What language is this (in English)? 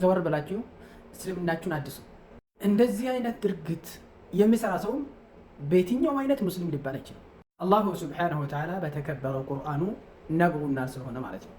Amharic